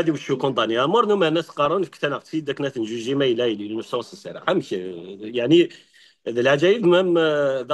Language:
Kabyle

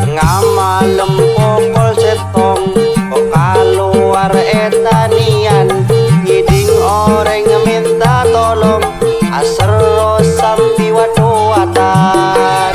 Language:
Madurese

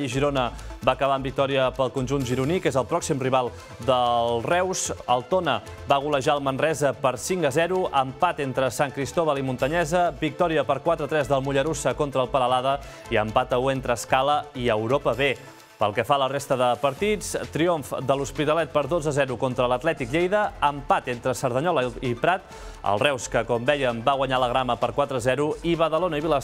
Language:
Catalan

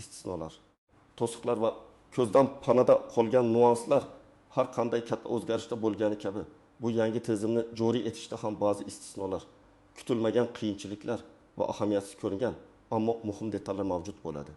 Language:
Uzbek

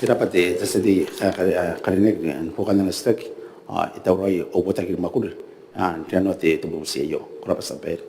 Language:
Gilbertese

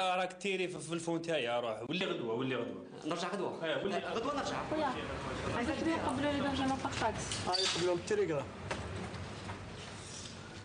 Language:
Algerian Arabic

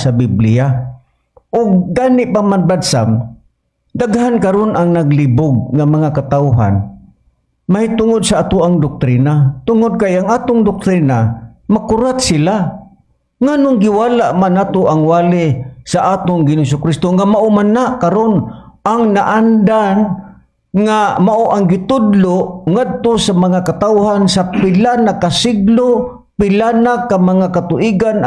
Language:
Cebuano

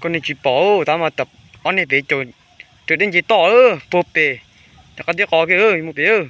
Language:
Hmong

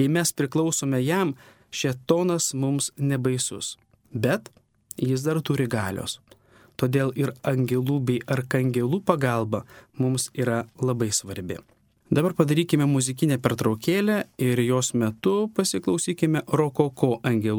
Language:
Lithuanian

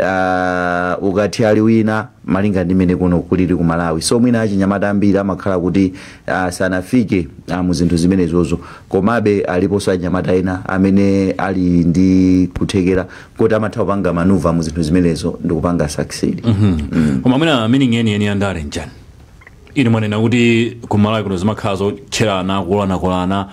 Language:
Nyanja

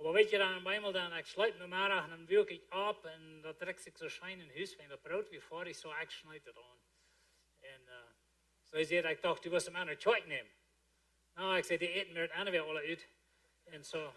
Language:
Plautdietsch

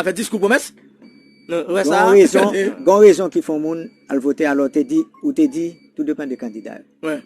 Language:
Haitian Creole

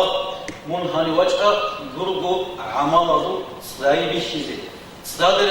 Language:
Avaric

